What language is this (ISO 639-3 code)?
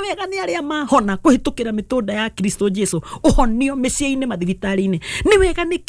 kik